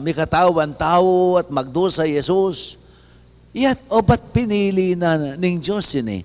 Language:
Pampanga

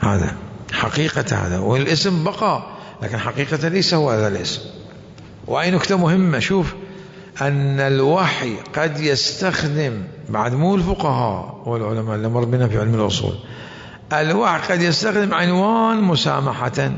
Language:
Mesopotamian Arabic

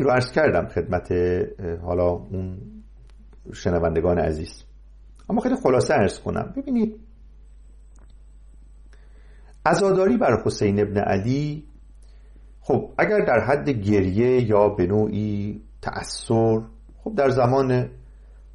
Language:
Persian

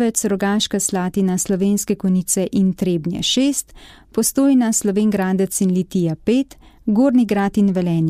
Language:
Slovenian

